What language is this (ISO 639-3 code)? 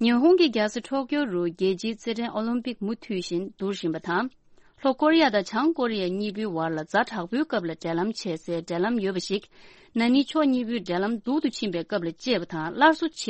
bod